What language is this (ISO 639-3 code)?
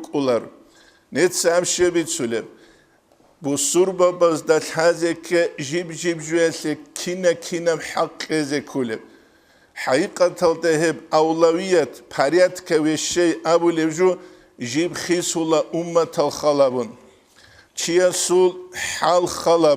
ava